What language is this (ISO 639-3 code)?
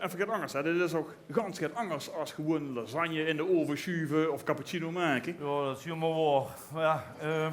lim